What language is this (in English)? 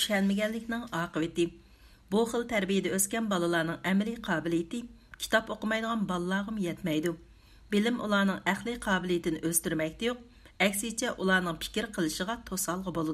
Uyghur